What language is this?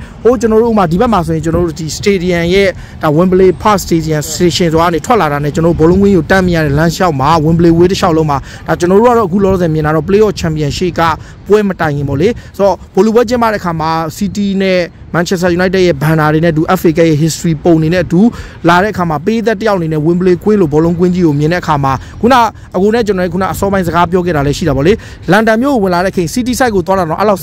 Burmese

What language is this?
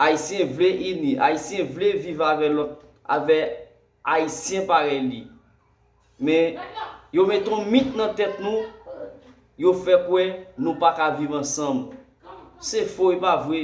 Haitian Creole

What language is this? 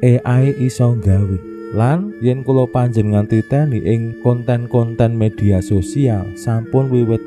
Javanese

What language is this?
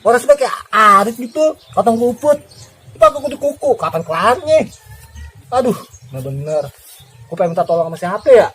Betawi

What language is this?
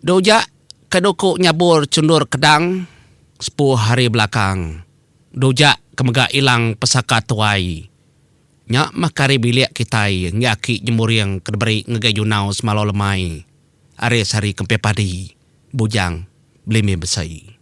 Iban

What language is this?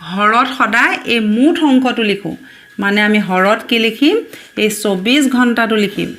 Assamese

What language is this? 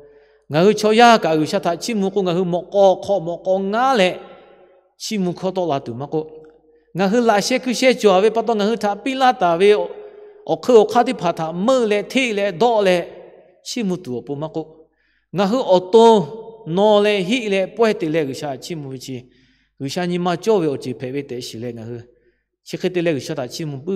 Lahu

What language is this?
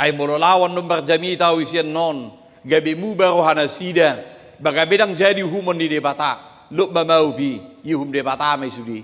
Batak Toba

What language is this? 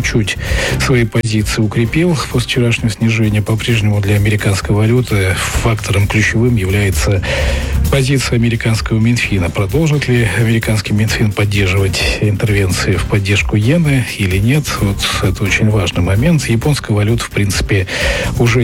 Russian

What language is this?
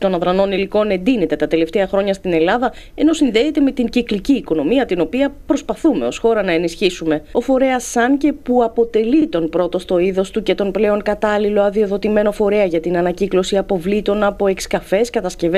Greek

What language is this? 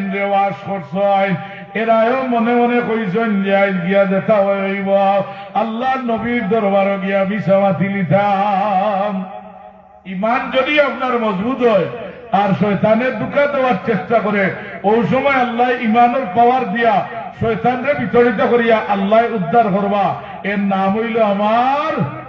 Sylheti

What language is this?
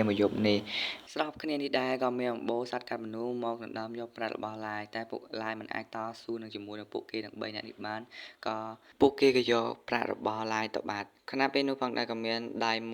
Khmer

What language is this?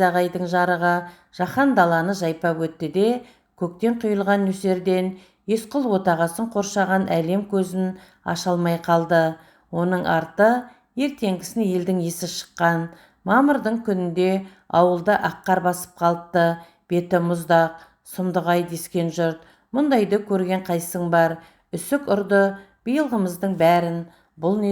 Kazakh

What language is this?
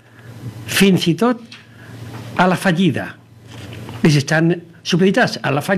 Catalan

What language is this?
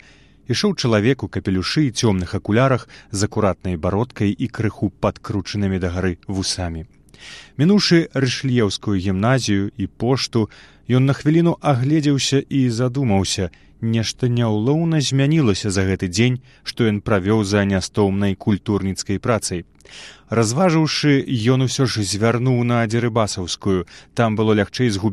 Belarusian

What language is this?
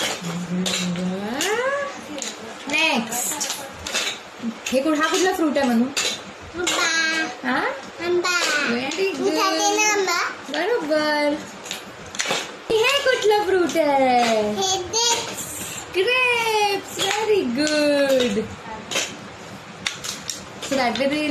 Marathi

